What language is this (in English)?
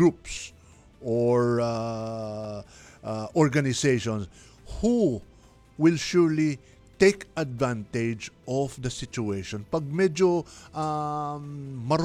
Filipino